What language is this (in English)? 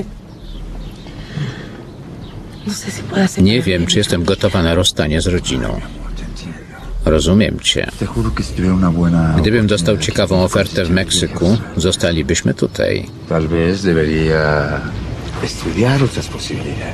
Polish